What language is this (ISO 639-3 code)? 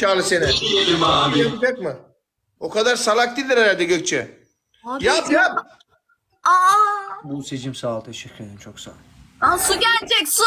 tur